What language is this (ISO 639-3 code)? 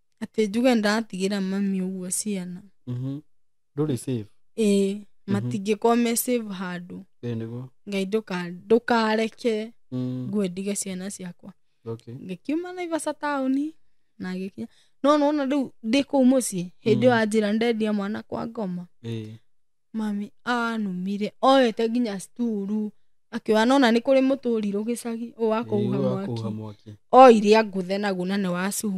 kik